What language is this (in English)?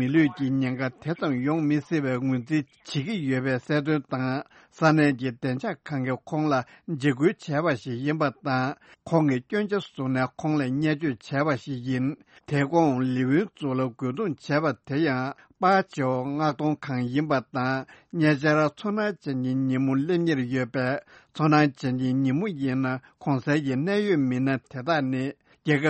Tibetan